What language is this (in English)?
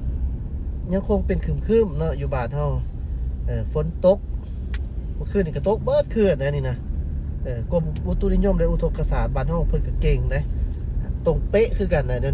Lao